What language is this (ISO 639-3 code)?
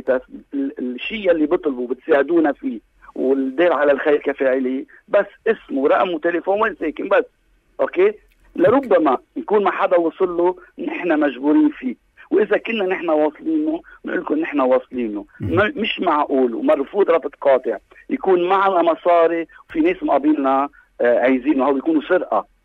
apc